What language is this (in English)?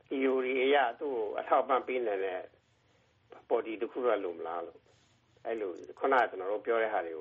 Burmese